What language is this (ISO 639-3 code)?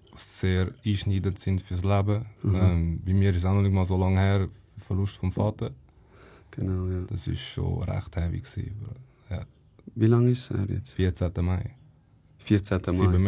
gsw